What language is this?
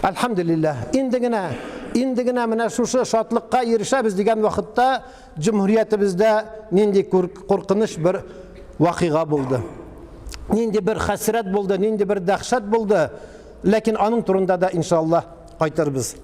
Tatar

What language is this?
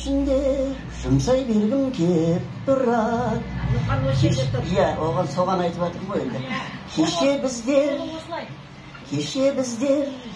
Kazakh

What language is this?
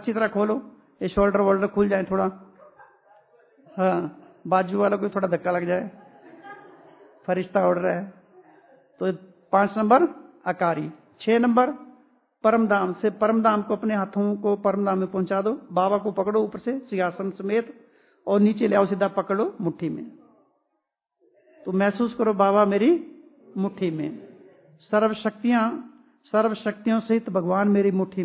Hindi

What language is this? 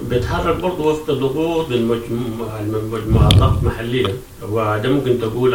Sudanese Arabic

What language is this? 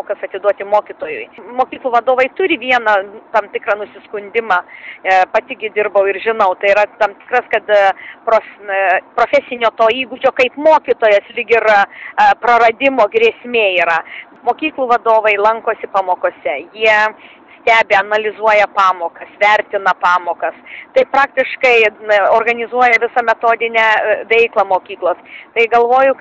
Lithuanian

